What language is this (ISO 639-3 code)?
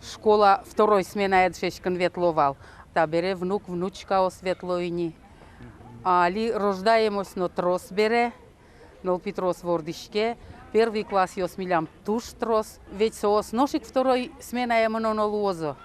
udm